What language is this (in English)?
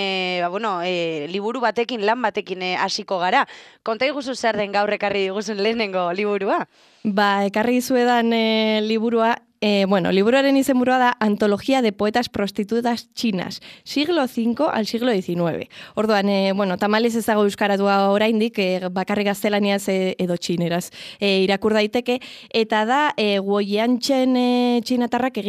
Basque